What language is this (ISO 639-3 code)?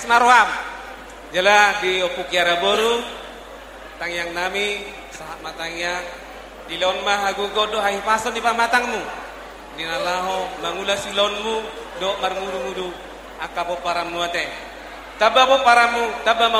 bbc